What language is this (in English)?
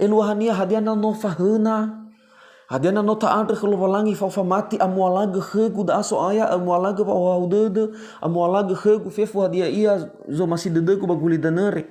Nias